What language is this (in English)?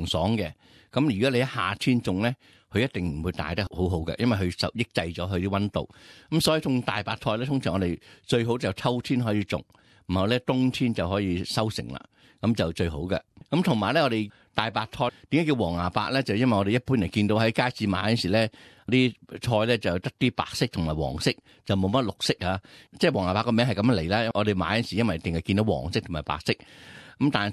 Cantonese